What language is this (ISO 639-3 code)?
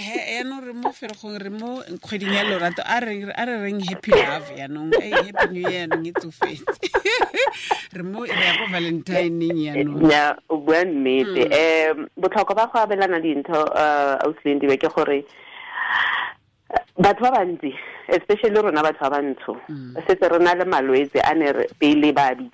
tsn